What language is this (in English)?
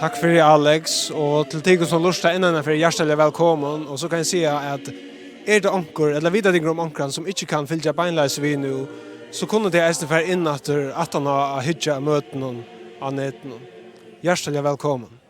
Faroese